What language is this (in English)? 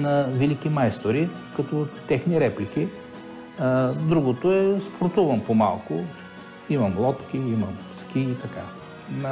Bulgarian